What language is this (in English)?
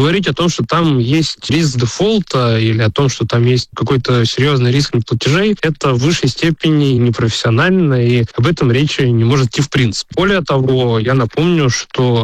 Russian